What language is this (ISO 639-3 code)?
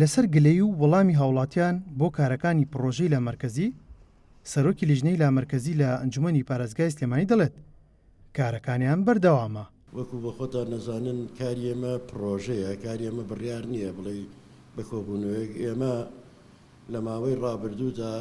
ckb